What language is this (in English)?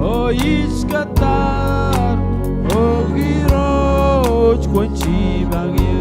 Marshallese